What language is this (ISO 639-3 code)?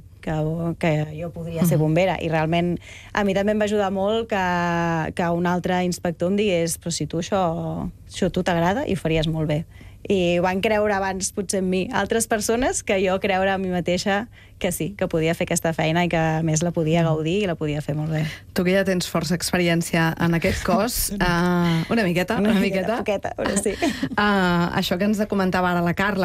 cat